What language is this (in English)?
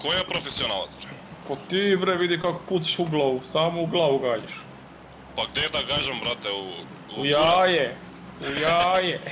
Macedonian